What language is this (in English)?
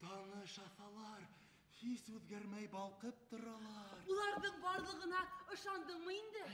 Bashkir